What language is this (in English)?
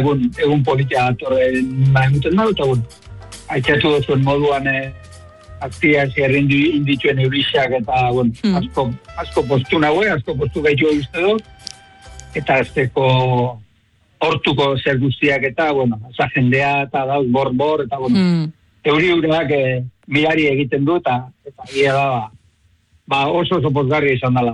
Basque